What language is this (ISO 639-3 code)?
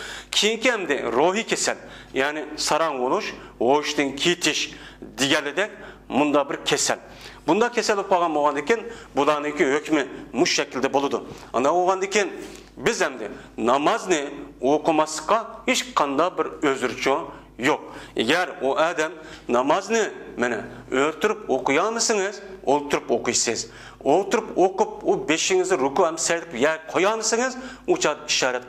uig